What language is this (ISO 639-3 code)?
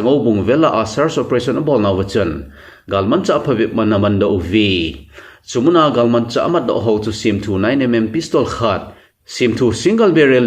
tcz